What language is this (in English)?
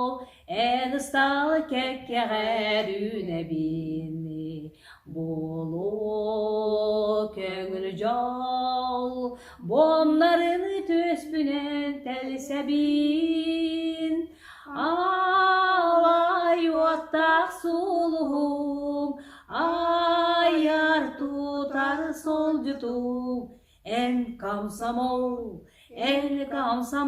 Yakut